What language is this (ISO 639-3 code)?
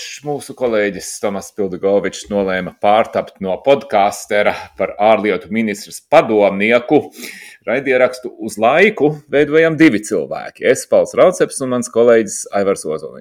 lav